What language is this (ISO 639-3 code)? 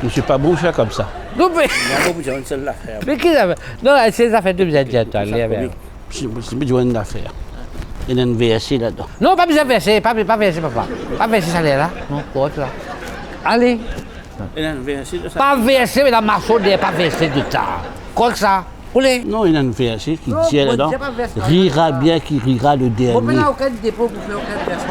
mfe